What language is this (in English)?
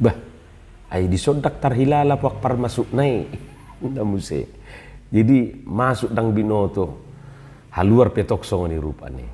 Batak Toba